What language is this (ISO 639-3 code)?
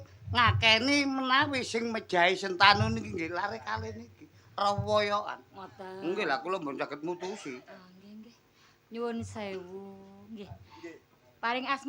jav